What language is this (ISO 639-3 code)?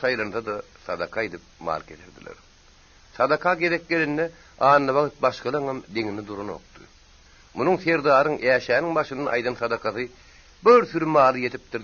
tuk